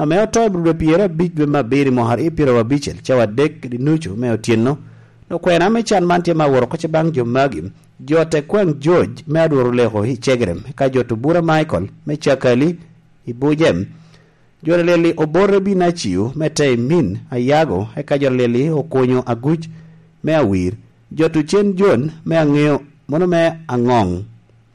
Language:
Lango (Uganda)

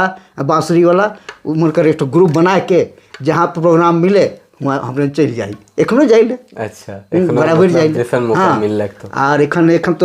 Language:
Sadri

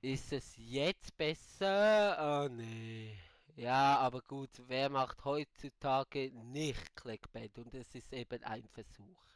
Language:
Swiss German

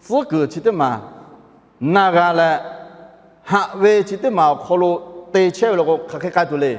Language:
Lahu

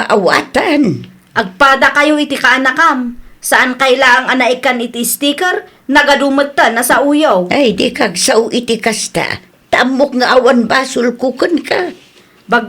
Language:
Iloko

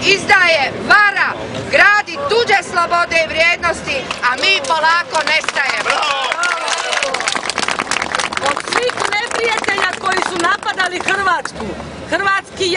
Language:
Croatian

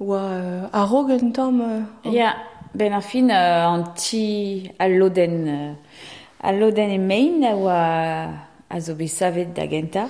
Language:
Breton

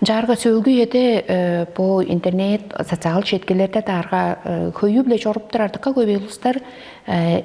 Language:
Tuvinian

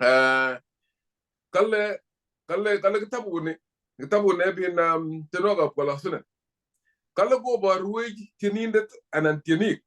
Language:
Kalenjin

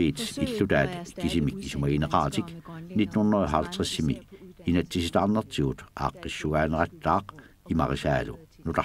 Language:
Kalaallisut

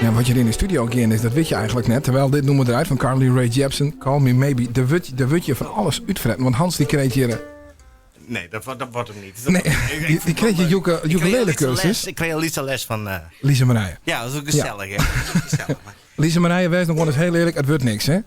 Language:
Western Frisian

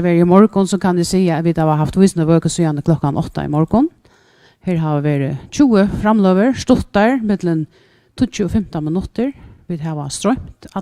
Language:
Faroese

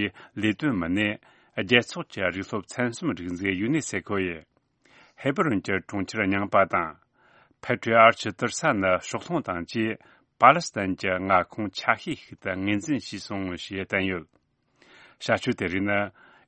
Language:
Tibetan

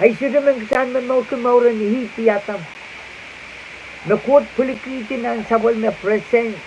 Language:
Pohnpeian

